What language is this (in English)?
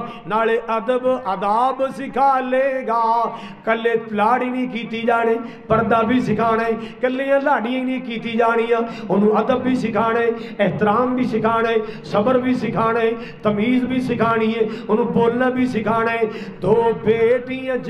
Western Panjabi